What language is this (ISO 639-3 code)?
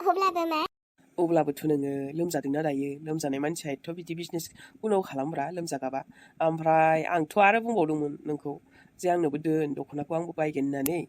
brx